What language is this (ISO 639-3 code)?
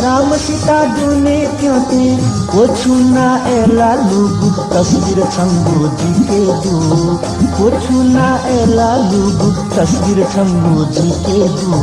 new